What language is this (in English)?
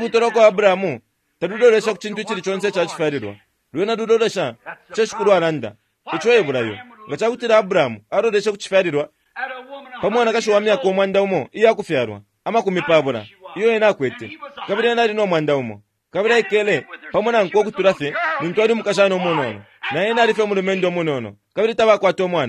Bemba